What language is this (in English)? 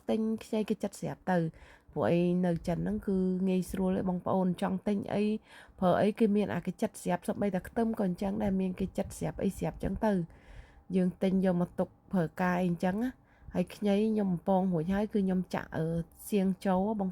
Khmer